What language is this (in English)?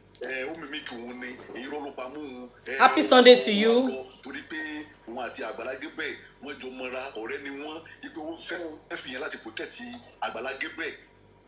Yoruba